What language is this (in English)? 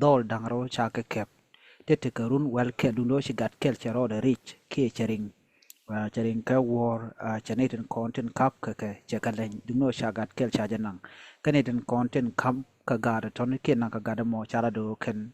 Nuer